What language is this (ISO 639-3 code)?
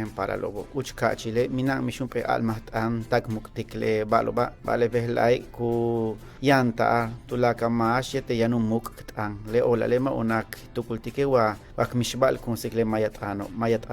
yua